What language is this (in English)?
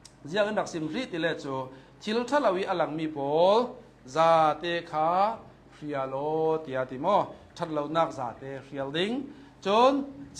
Hakha Chin